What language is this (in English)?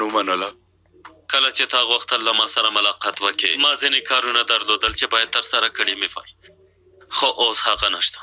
Pashto